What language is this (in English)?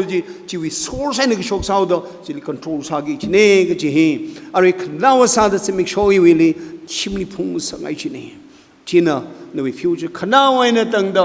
Tangkhul Naga (India)